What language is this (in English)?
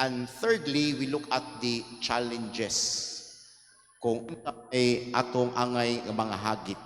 Cebuano